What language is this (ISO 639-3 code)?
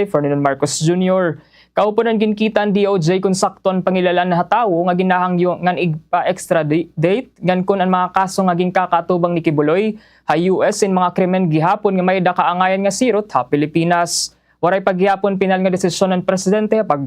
war